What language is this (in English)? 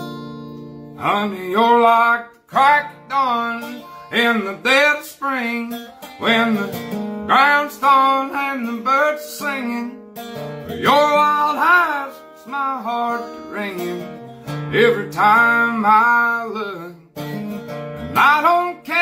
English